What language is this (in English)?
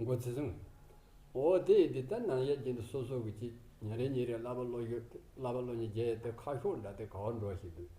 Tibetan